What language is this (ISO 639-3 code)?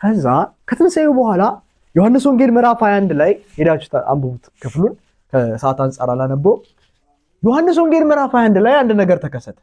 amh